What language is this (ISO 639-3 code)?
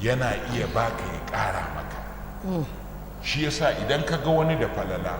hau